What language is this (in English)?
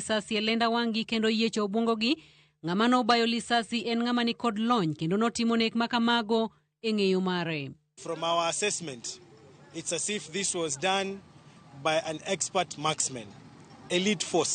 Luo (Kenya and Tanzania)